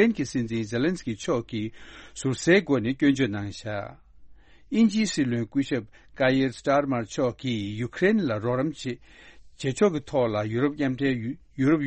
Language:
Tibetan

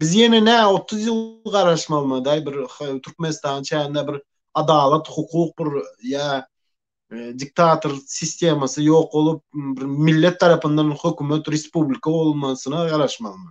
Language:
Turkmen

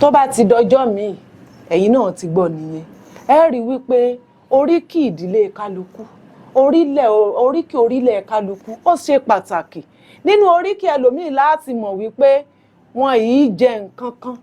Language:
Yoruba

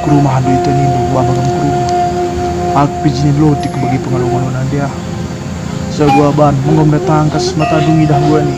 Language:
Batak Karo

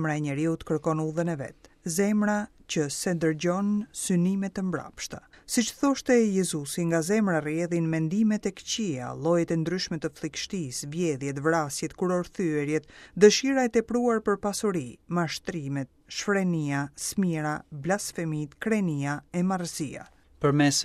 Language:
Albanian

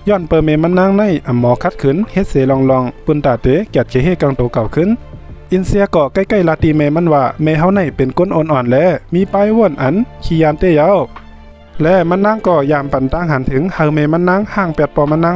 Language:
Shan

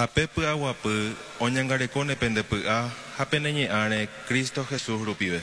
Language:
Guarani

